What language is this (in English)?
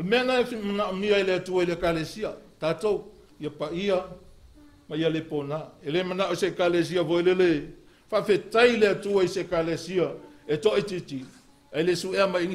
Samoan